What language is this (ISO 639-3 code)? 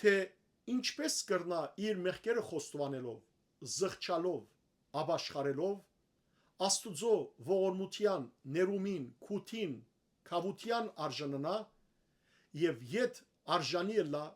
hyw